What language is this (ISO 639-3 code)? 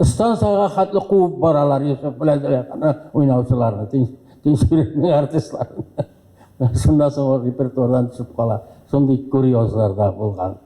tat